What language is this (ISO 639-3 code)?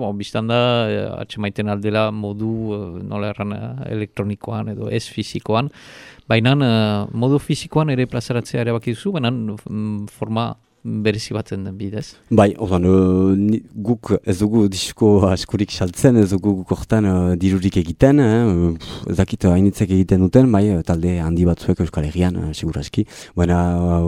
eus